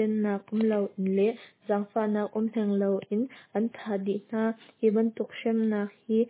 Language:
Hakha Chin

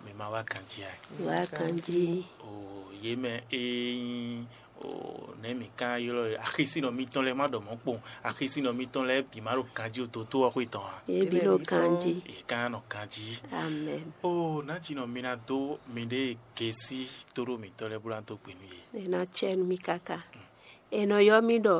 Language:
Fon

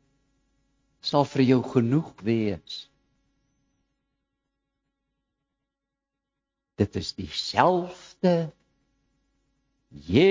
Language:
Afrikaans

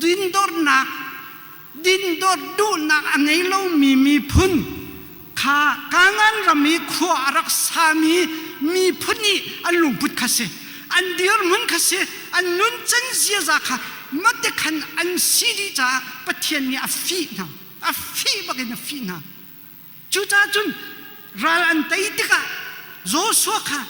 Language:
Hakha Chin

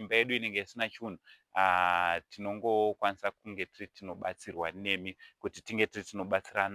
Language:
Shona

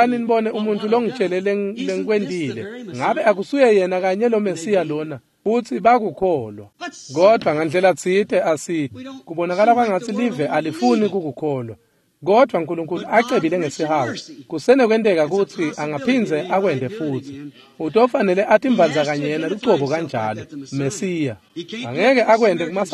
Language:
Swati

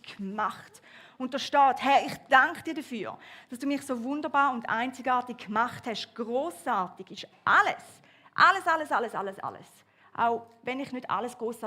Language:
Swiss German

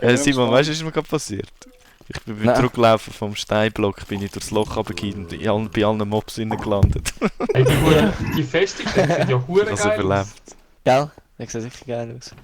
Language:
Swiss German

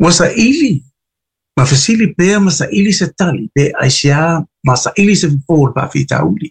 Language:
Samoan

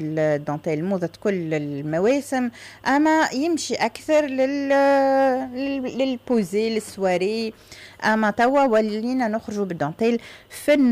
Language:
Tunisian Arabic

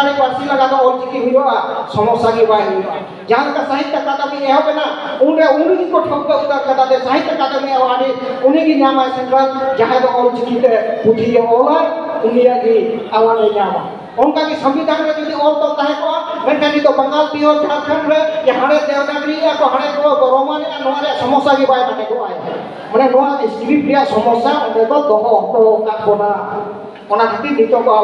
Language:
Santali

